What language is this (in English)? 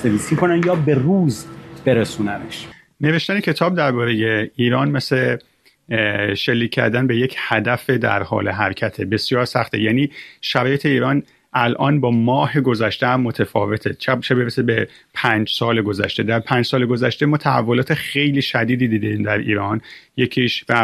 Persian